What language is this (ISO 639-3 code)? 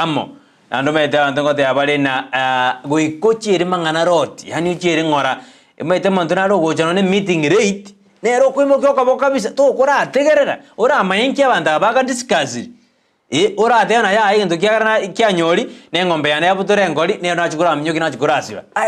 guz